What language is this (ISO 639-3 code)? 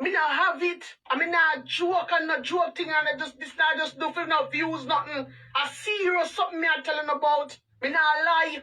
jam